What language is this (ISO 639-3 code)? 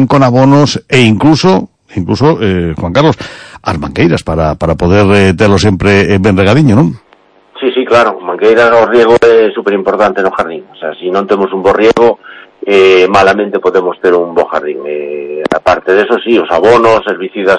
glg